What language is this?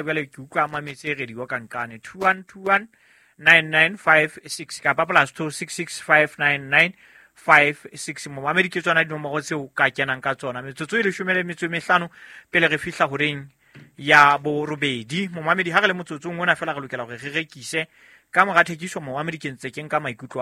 Southern Sotho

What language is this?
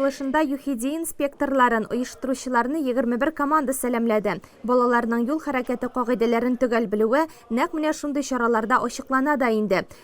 Tatar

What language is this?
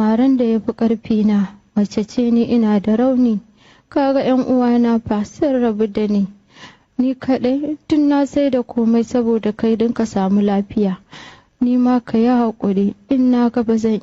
Hausa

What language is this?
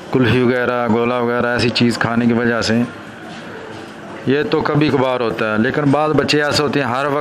Hindi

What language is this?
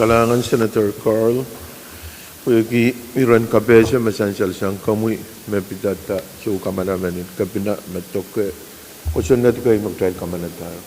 Pohnpeian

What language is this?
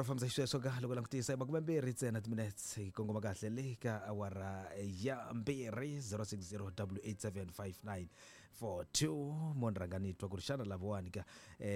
Tsonga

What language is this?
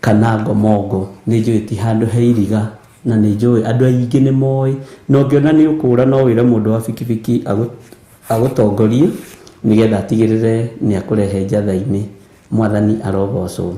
Kikuyu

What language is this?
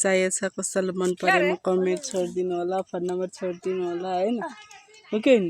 Nepali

